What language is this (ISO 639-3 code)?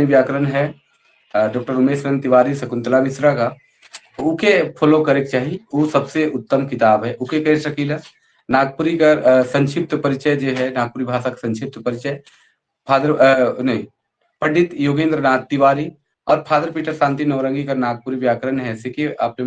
sck